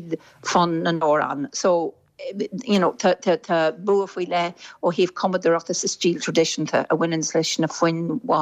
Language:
Irish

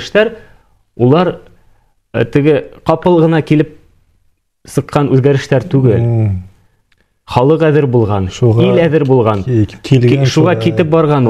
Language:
Bashkir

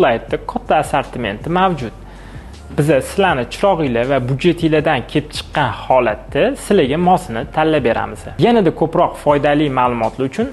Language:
Uzbek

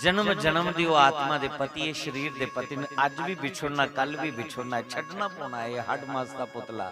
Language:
Dogri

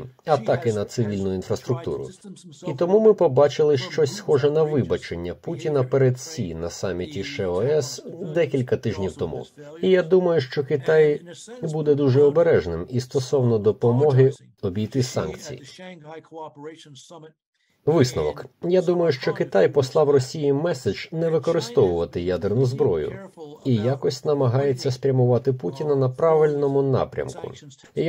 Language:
Ukrainian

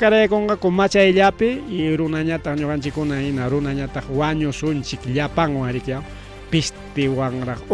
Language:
Ayacucho Quechua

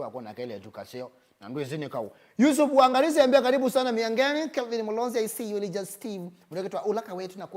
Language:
Kamba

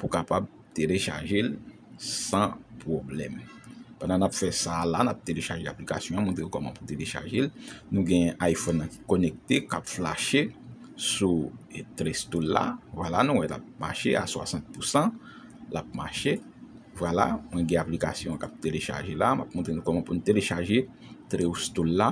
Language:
Haitian Creole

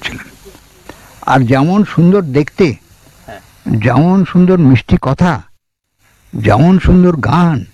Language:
Bangla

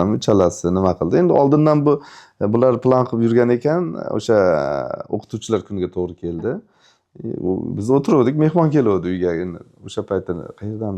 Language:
Uzbek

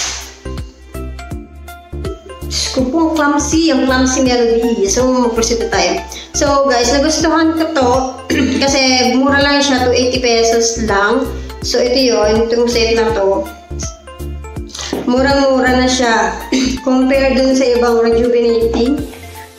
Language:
Filipino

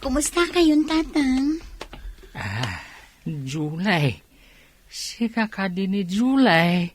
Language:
Iloko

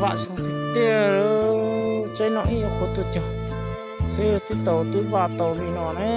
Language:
Hmong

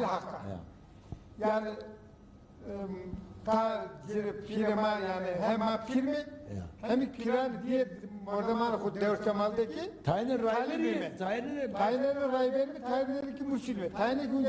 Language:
Zaza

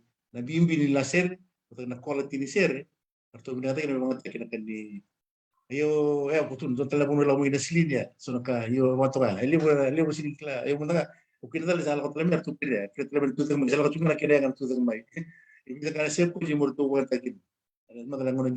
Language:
Fijian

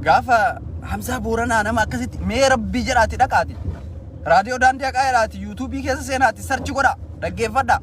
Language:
Oromo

